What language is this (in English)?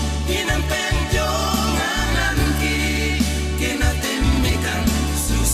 Toraja-Sa'dan